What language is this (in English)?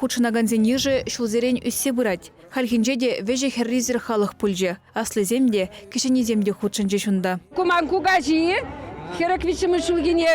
Chuvash